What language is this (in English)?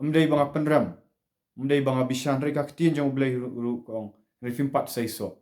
Khasi